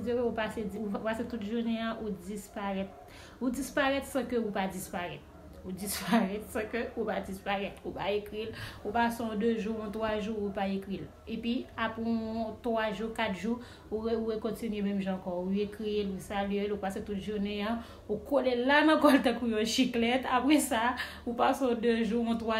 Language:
Haitian Creole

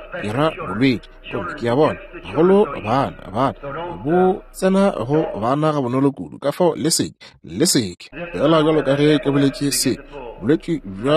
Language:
Northern Sotho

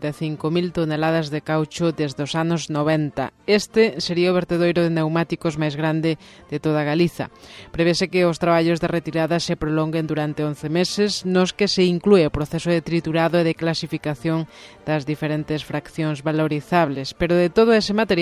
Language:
Galician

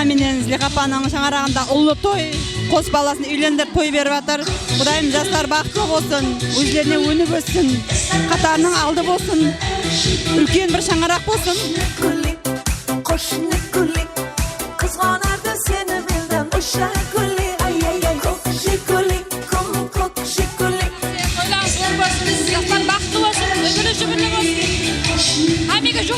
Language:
Kara-Kalpak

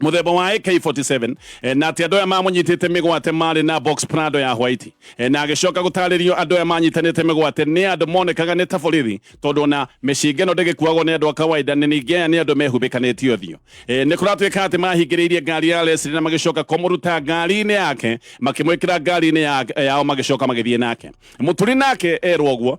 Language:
Kikuyu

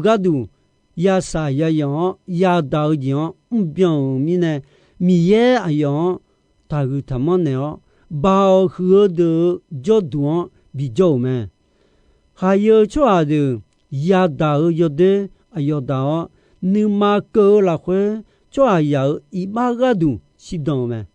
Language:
Akha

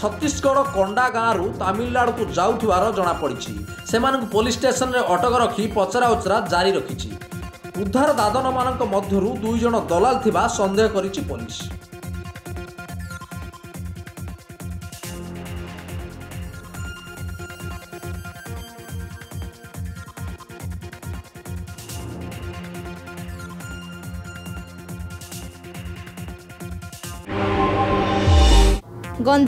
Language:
Odia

